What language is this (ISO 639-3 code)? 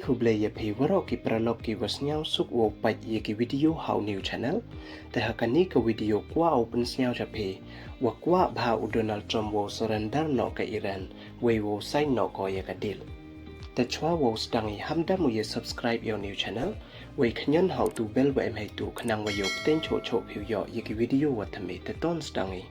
pbv